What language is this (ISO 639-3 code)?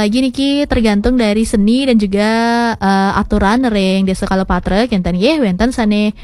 ban